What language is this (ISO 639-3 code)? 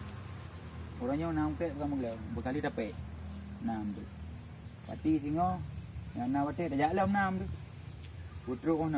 ace